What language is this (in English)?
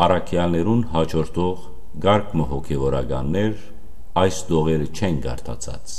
Western Armenian